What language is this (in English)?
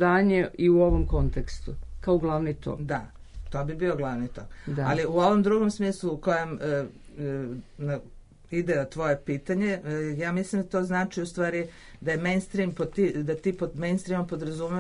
Serbian